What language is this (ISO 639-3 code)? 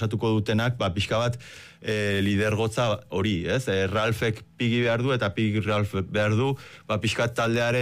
eus